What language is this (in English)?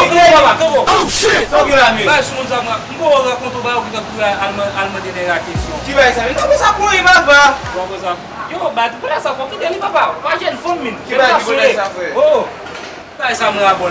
Haitian Creole